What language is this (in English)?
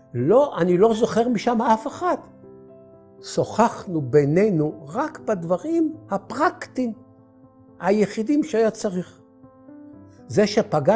Hebrew